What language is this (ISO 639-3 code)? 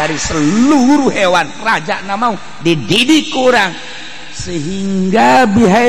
sun